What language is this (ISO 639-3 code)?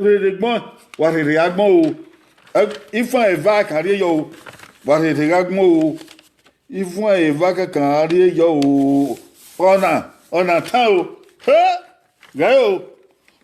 bin